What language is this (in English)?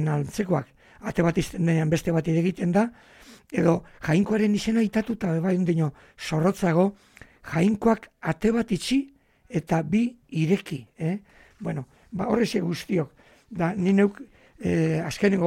Basque